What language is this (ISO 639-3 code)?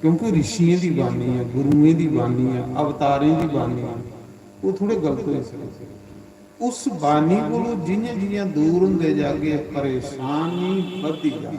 doi